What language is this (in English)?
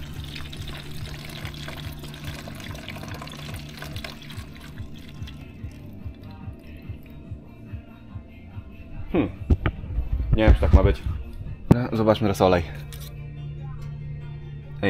Polish